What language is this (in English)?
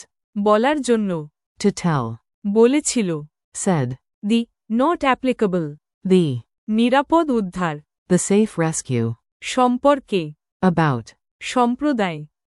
Bangla